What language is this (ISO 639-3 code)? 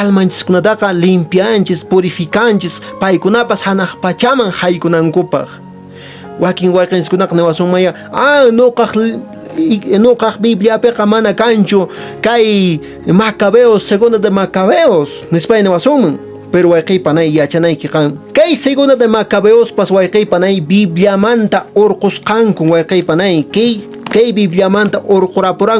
que